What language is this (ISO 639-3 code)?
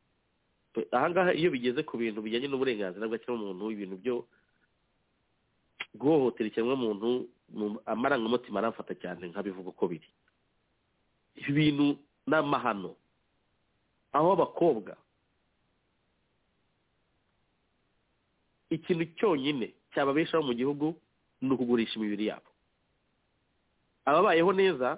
kin